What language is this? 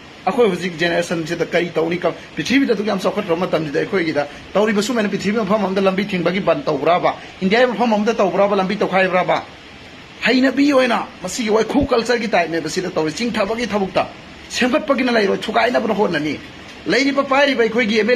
Manipuri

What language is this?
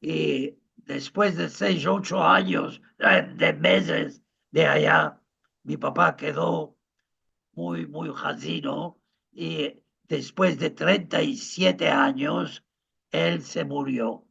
Ladino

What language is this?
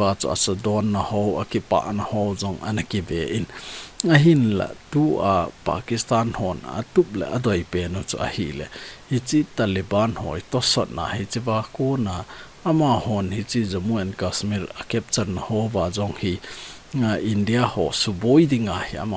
Thado Chin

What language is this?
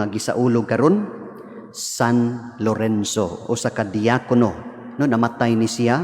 Cebuano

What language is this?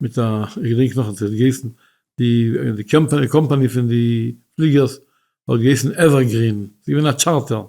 Yiddish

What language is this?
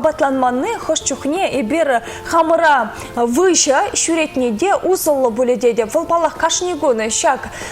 Chuvash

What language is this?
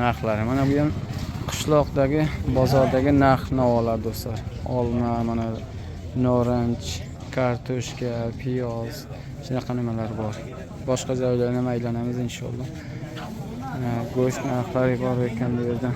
Uzbek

